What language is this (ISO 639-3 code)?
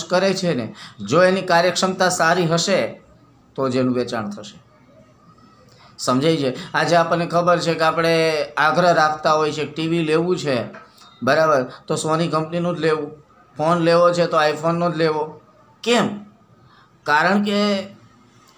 guj